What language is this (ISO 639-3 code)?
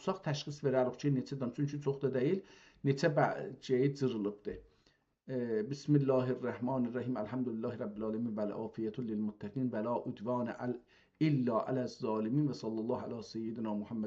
azb